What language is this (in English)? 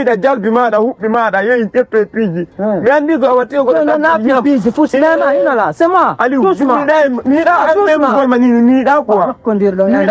Fula